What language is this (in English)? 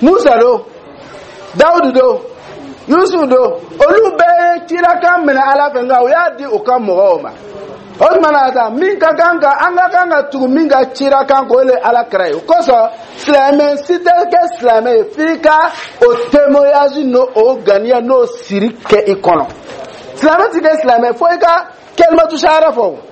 Dyula